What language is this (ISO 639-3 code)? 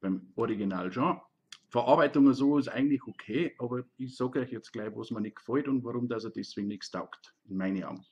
bar